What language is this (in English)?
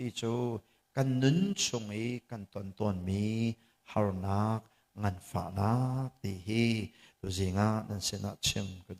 Hakha Chin